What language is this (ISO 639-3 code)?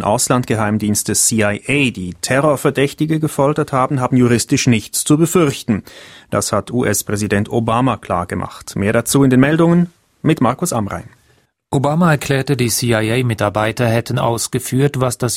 deu